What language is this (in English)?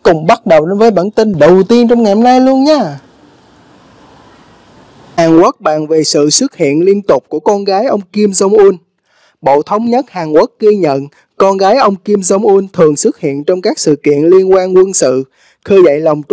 Vietnamese